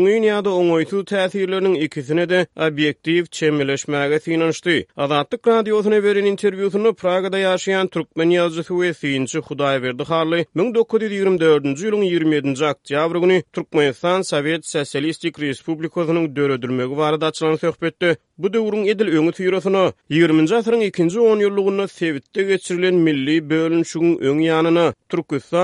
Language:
Turkmen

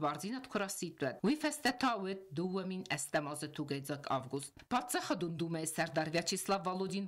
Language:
Ossetic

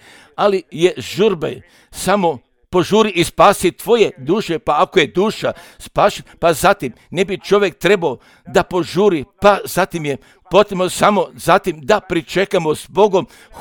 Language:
Serbian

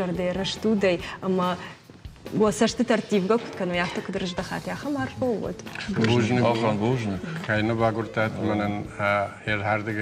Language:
Ossetic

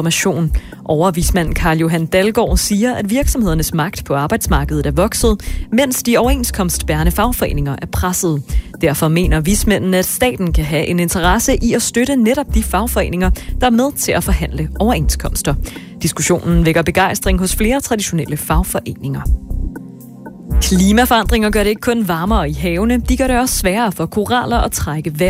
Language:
Danish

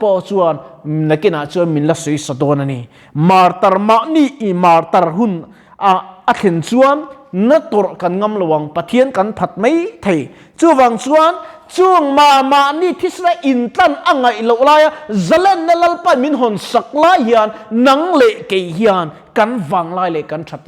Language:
Mizo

